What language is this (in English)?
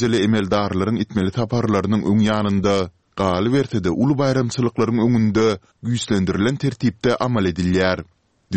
Turkmen